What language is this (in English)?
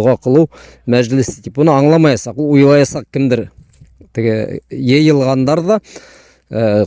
Bashkir